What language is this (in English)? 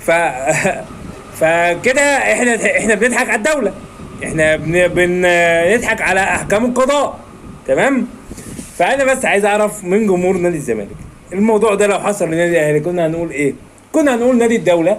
Egyptian Arabic